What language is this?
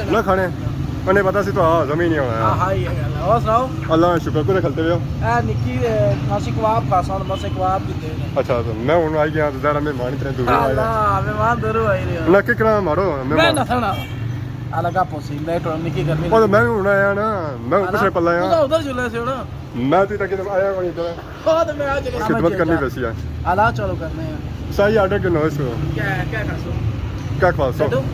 Pahari-Potwari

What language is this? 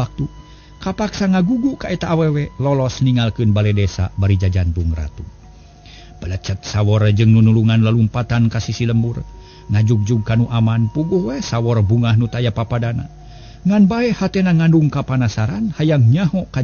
Sundanese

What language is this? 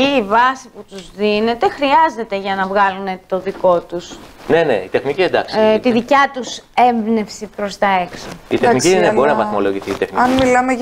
Greek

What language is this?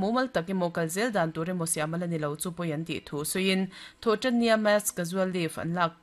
Mizo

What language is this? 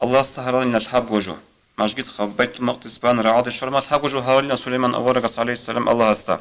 Avaric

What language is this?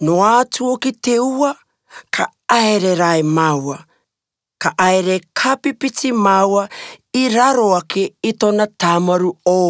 Rarotongan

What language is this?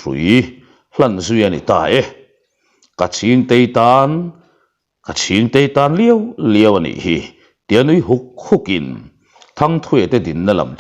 Mizo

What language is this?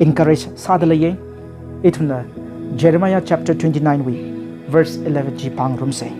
Tangkhul Naga (India)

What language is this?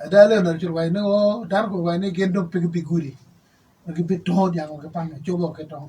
Acoli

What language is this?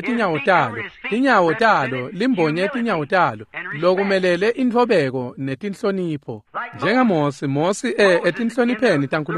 Swati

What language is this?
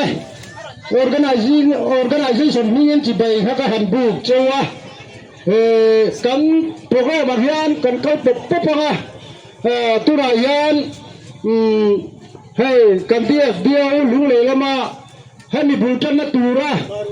Mizo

